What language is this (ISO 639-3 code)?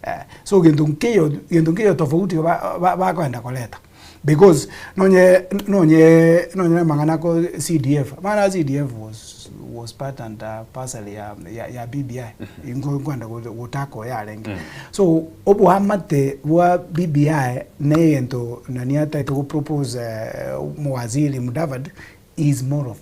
guz